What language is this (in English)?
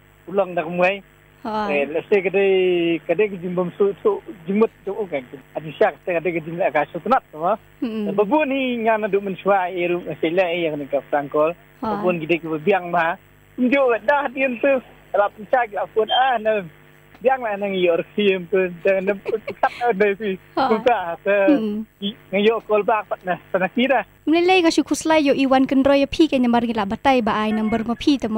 Khasi